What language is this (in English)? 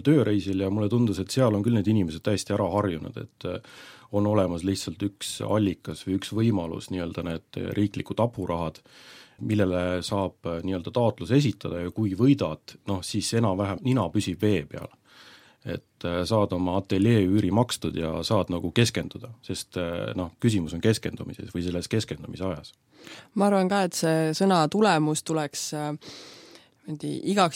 Estonian